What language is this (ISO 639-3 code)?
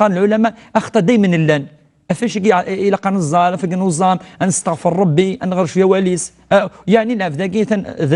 kab